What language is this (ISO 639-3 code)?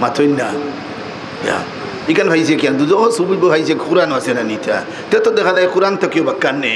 syl